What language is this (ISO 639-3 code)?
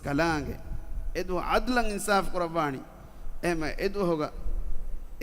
div